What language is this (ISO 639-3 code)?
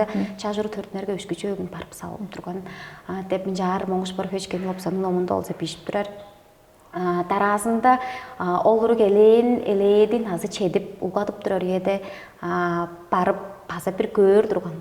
tyv